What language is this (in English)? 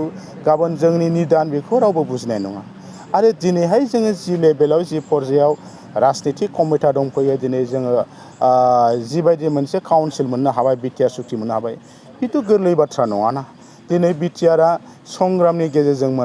Bodo